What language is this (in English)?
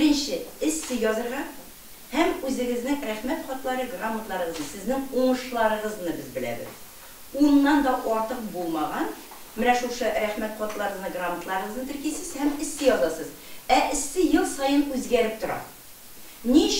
Tatar